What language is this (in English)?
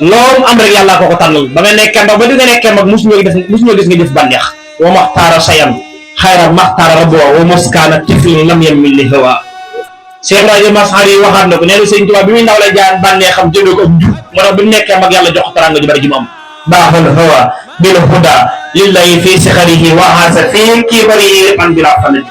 Wolof